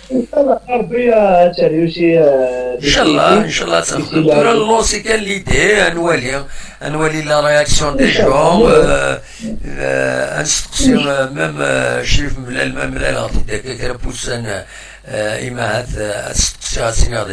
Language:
Kabyle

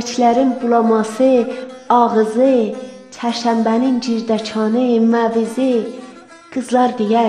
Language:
South Azerbaijani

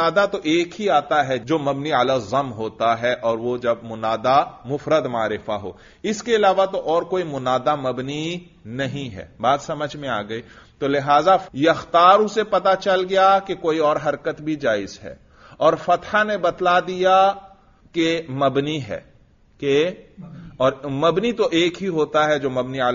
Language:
Urdu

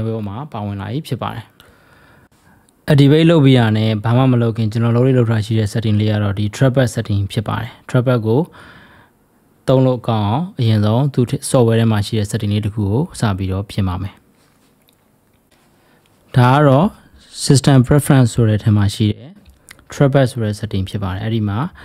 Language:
Burmese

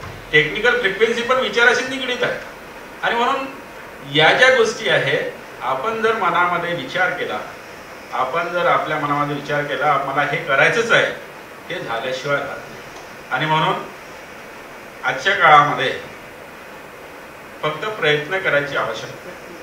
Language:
Marathi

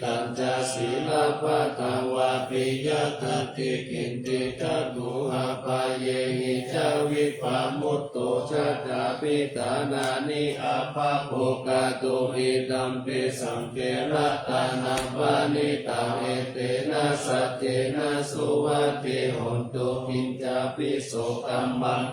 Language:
Pali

